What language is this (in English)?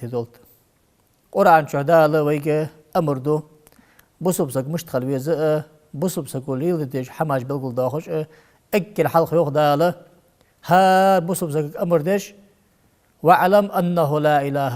Ingush